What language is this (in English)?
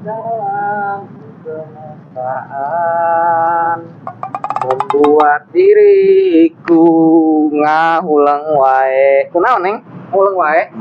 Sundanese